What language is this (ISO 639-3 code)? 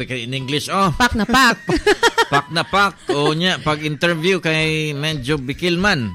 ceb